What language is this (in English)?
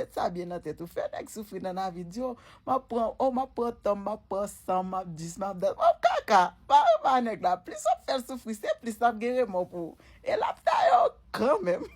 Haitian Creole